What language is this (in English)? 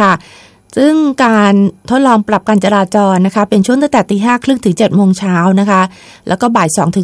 Thai